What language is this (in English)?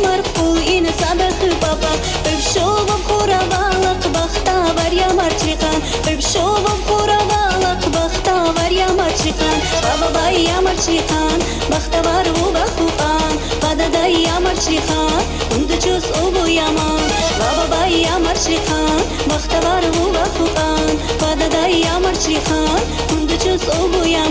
Tabassaran